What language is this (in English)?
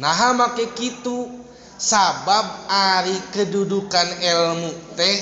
Sundanese